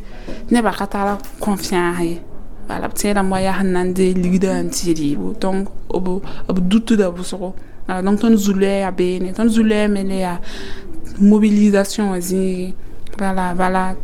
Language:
Mossi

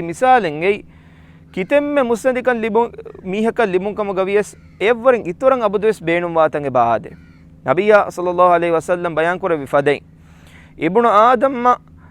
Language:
Divehi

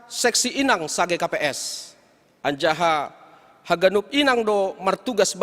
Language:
Batak Simalungun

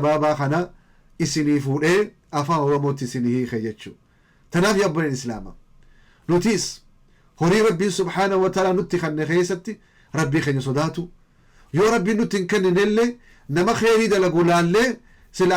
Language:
Oromo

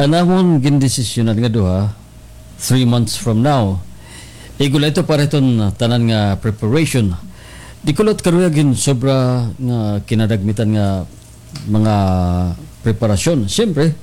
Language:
Waray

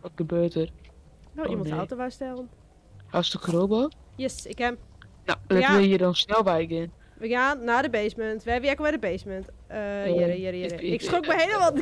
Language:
Western Frisian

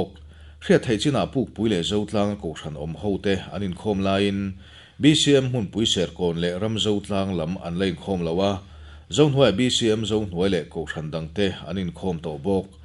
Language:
Mizo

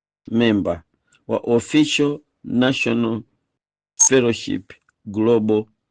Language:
Nyanja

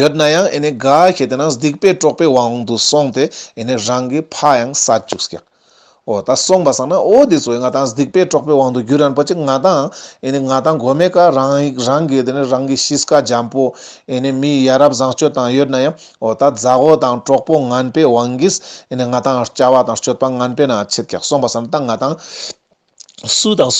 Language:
Ladakhi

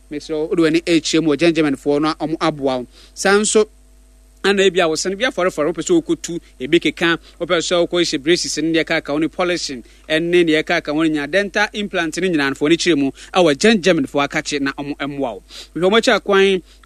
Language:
Akan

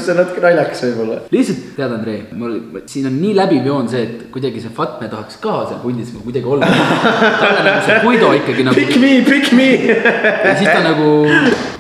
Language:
Estonian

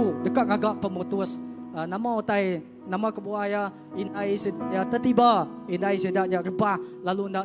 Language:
Iban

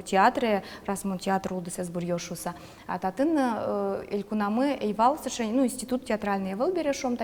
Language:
Udmurt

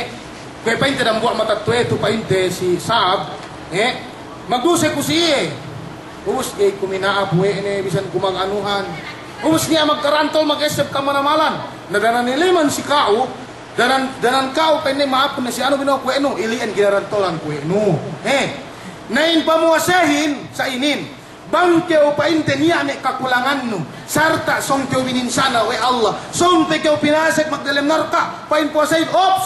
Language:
Yakan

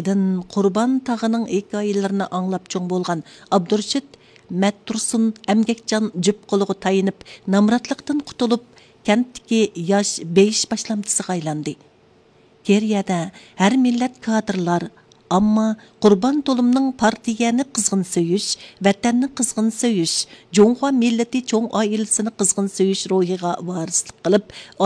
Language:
Uyghur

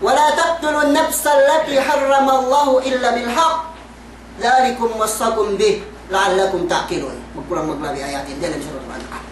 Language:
Yakan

